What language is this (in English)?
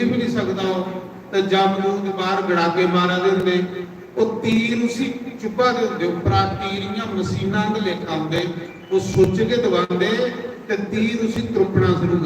Dogri